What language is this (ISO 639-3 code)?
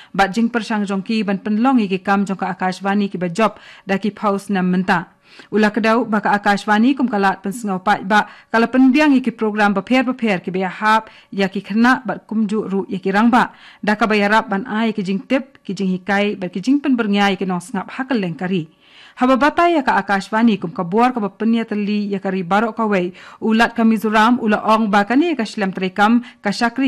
kha